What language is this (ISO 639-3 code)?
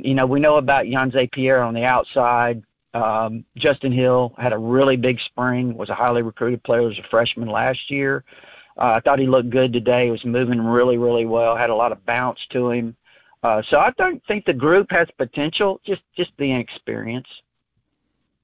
eng